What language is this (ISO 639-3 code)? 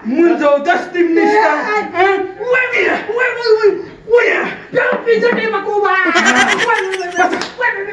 pus